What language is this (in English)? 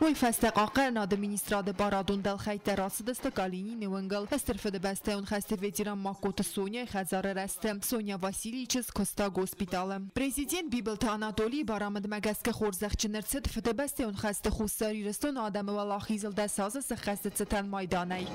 Ossetic